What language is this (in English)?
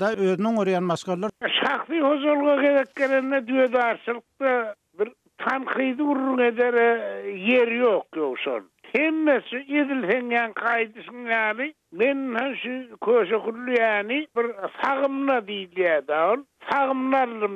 Turkmen